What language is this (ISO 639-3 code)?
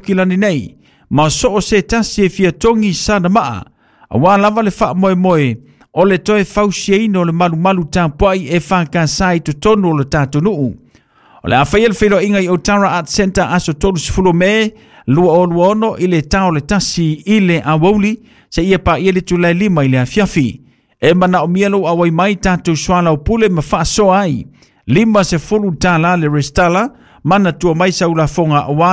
smo